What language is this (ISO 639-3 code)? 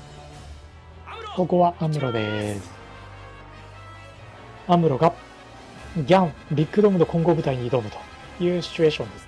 jpn